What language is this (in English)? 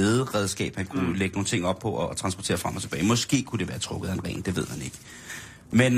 Danish